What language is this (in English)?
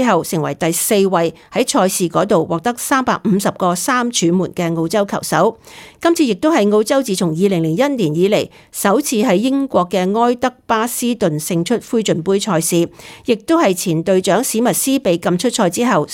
Cantonese